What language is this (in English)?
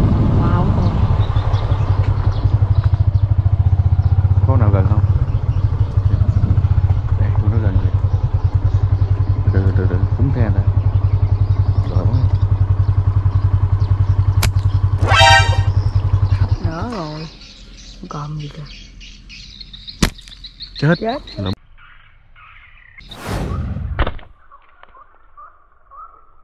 Vietnamese